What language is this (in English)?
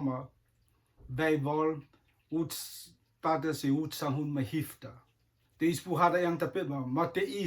Rotuman